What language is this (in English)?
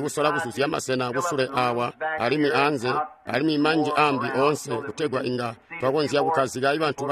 Tonga (Zambia)